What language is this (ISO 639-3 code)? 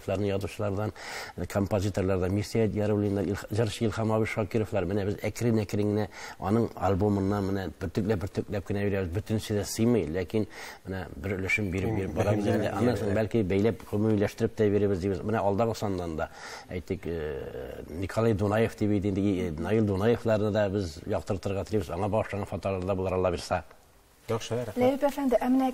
tat